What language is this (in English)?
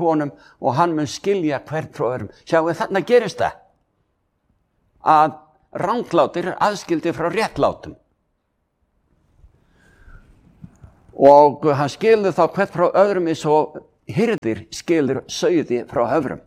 Icelandic